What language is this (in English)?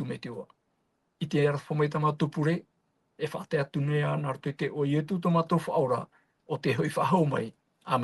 Tahitian